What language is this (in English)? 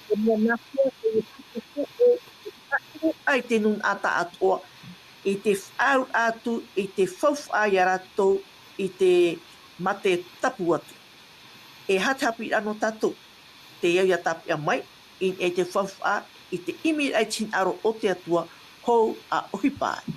Tahitian